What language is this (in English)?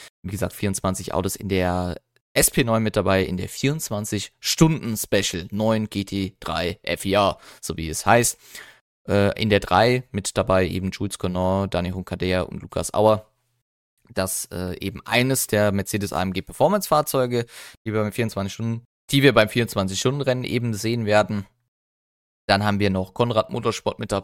German